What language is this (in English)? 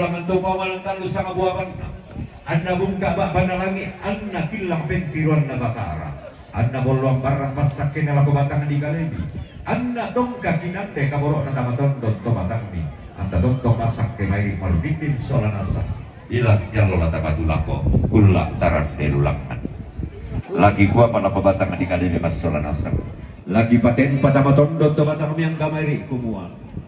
Toraja-Sa'dan